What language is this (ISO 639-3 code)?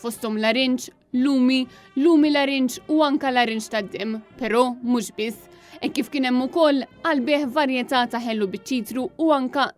mlt